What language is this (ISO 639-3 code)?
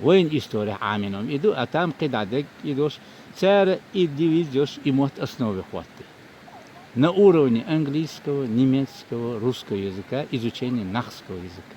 che